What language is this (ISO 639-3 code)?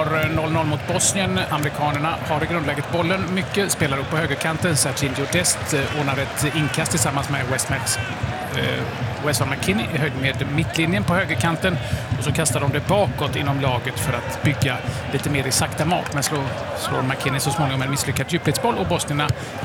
swe